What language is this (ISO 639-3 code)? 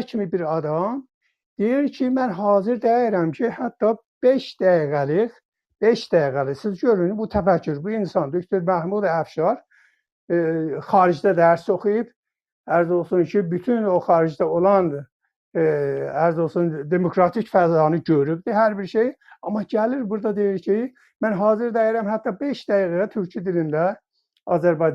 azb